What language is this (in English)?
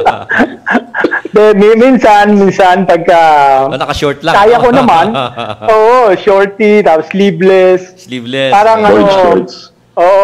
Filipino